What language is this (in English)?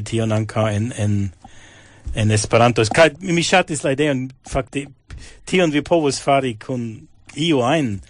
Esperanto